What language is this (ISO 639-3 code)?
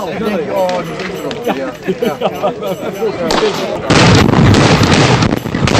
nld